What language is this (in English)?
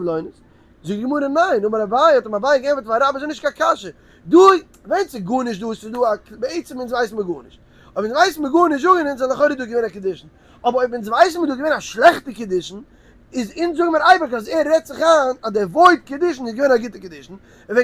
Yiddish